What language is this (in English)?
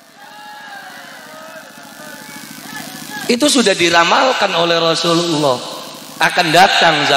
Javanese